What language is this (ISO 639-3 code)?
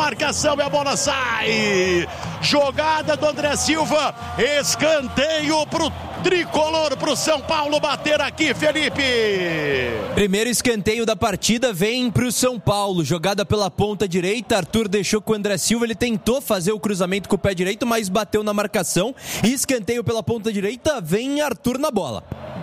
por